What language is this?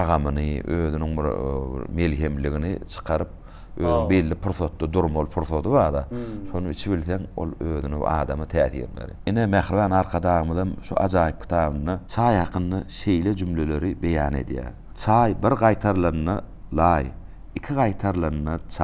Turkmen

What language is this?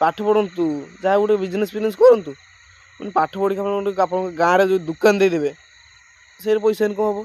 Odia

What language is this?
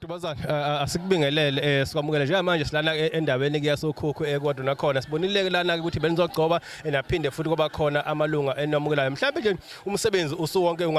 Zulu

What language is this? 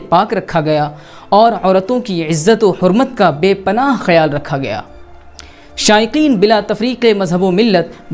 Urdu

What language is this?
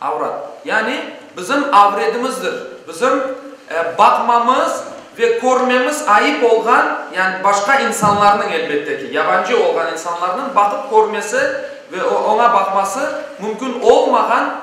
Crimean Tatar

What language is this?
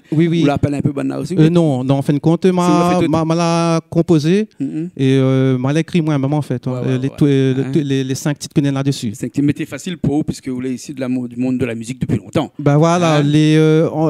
Réunion Creole French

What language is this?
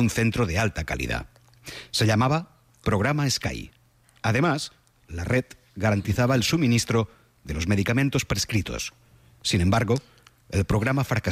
Spanish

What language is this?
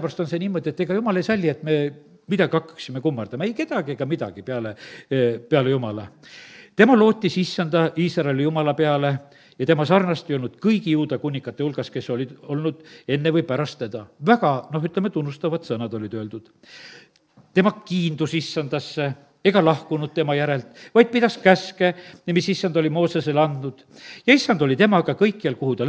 Estonian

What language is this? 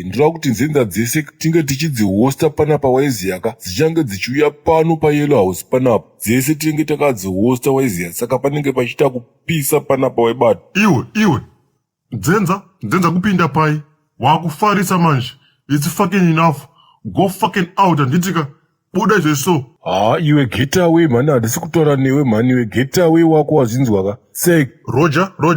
Shona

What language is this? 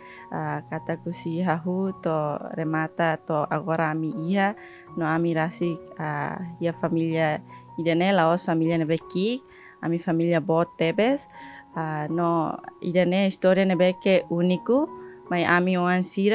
Tetum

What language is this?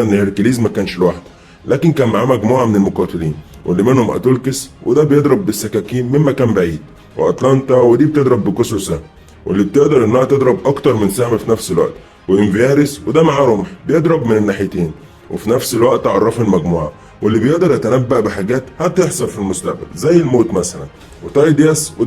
Egyptian Arabic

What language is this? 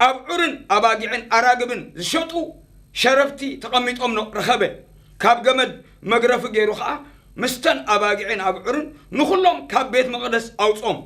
Tigrinya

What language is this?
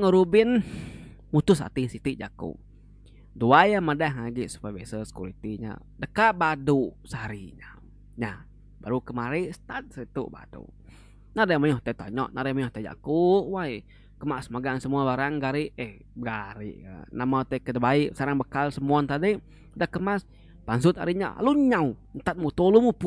Iban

